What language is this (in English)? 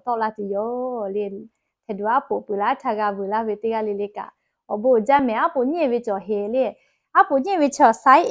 Lahu